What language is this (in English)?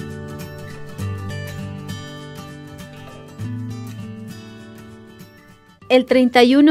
Spanish